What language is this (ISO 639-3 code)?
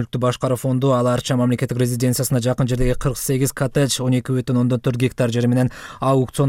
kir